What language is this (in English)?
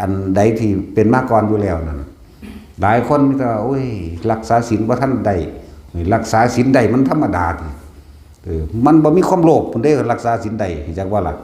Lao